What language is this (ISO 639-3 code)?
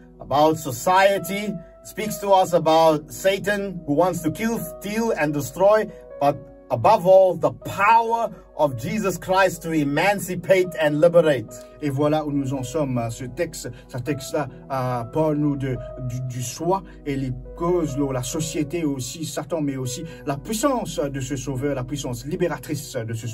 mfe